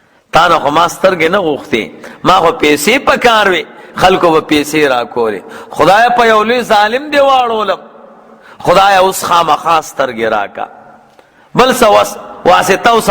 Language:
Pashto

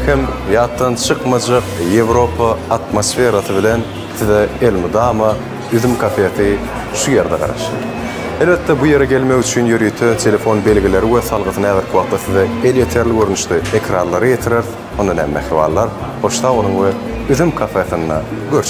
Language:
Turkmen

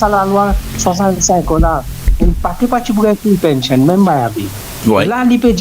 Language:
Morisyen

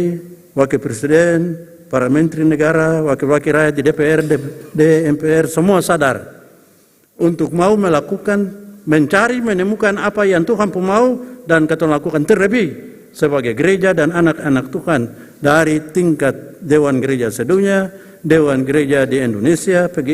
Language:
Ambonese Malay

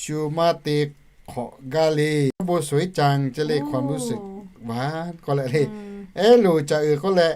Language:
Lahu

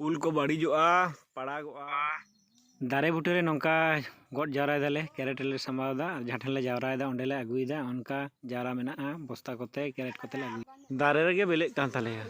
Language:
Santali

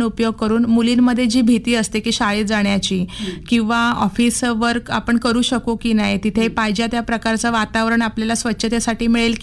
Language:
Marathi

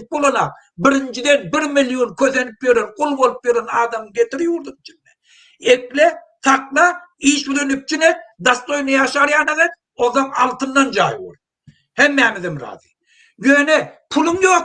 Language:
Turkmen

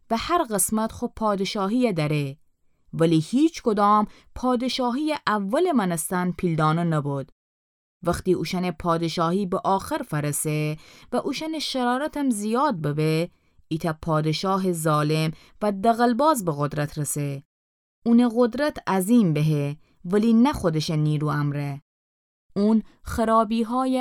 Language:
Gilaki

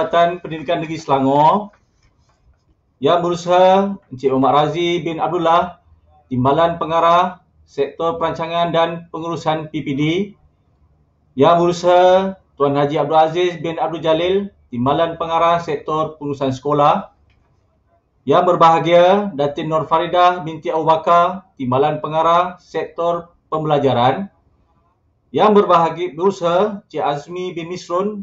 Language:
Malay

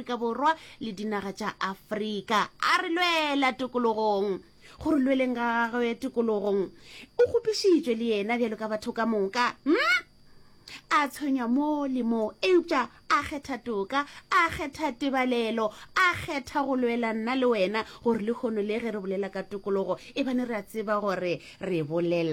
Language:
Northern Sotho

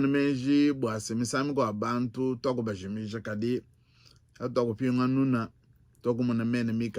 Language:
Luba-Lulua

